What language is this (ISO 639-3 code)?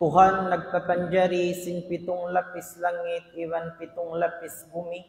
tsg